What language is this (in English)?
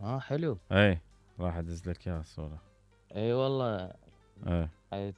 Mesopotamian Arabic